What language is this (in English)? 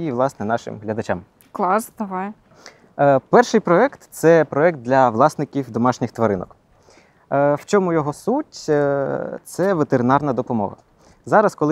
Ukrainian